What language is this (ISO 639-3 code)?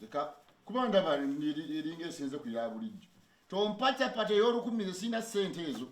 lug